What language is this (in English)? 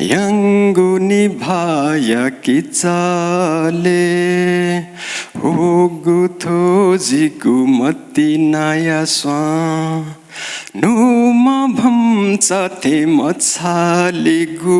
Newari